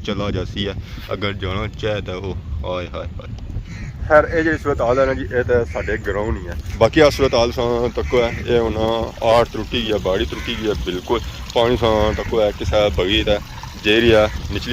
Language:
Pahari-Potwari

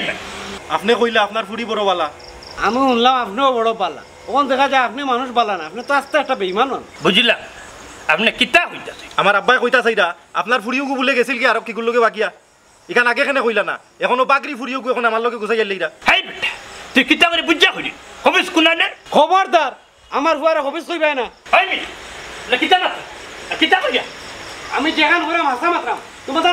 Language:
Sylheti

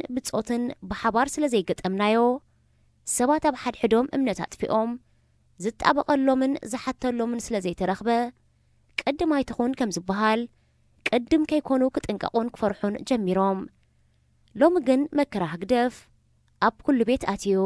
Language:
Tigrinya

